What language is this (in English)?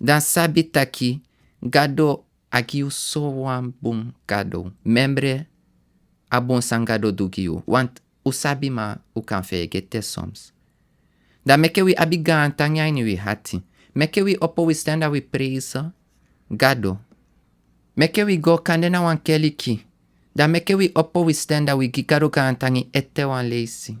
Sranan Tongo